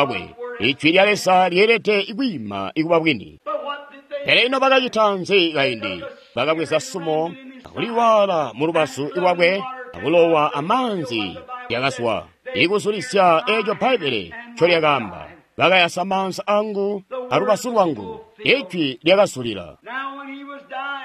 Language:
Tonga (Zambia)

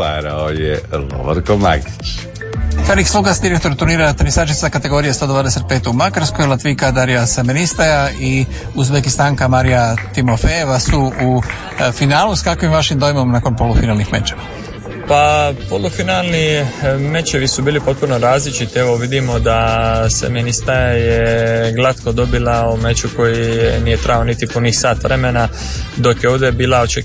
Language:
Croatian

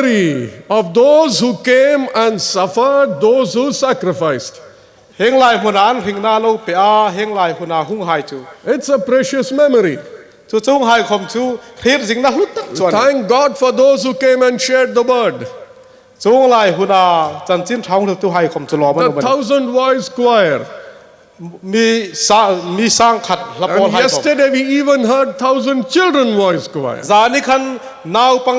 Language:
Hmar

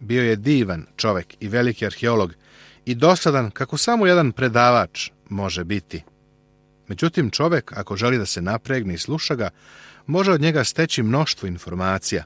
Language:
Serbian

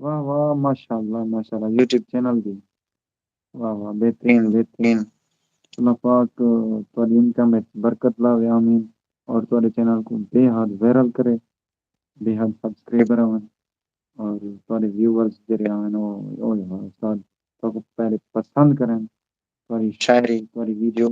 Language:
Saraiki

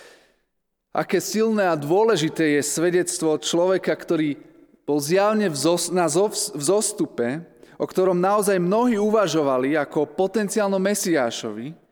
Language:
Slovak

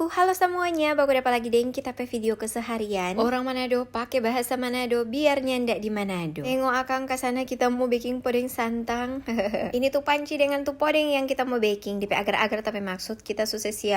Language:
Manado Malay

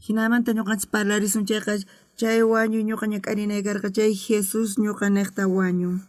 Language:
South Bolivian Quechua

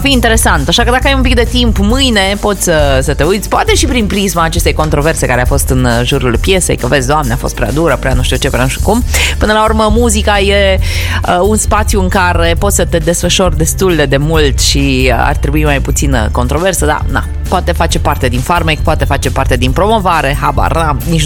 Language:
Romanian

